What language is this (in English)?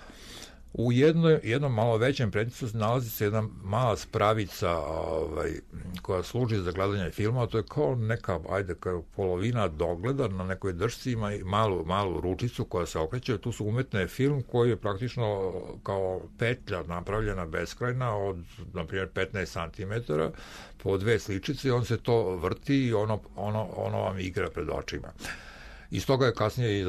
Serbian